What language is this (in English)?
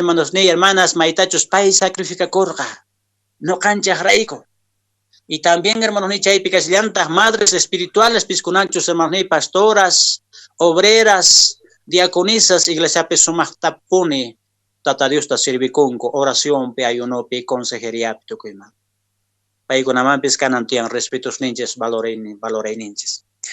Quechua